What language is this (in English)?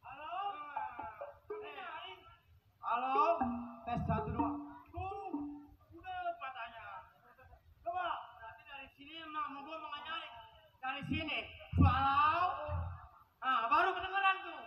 Betawi